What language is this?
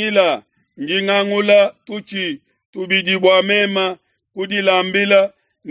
Luba-Lulua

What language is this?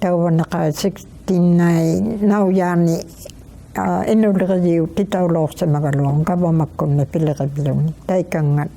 Inuktitut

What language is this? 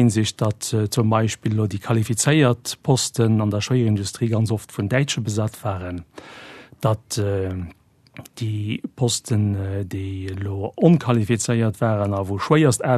Luxembourgish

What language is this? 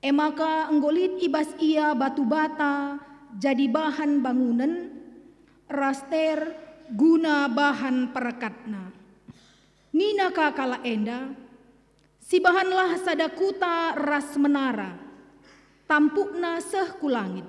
Batak Karo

